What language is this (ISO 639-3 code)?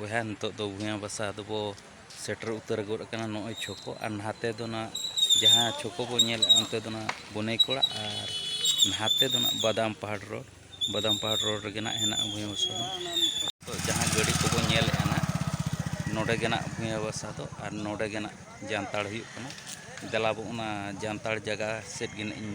sat